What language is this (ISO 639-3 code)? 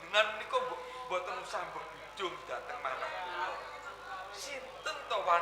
jav